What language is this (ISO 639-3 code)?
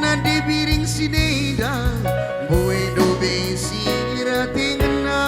btx